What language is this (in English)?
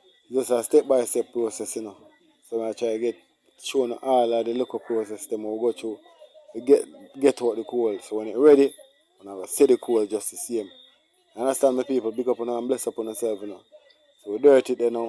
Jamaican Creole English